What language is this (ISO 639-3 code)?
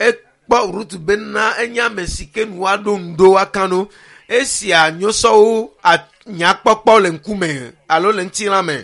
ewe